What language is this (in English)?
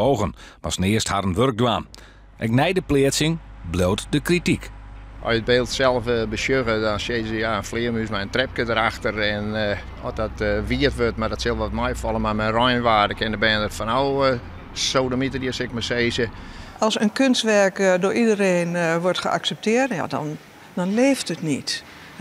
Western Frisian